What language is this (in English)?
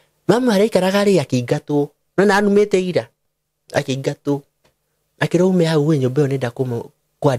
Kikuyu